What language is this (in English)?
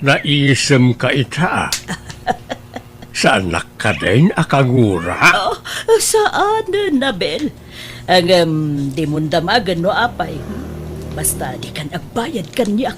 Iloko